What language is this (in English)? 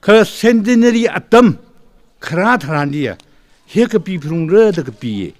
Tangkhul Naga (India)